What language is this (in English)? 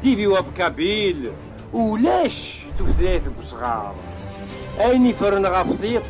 Kabyle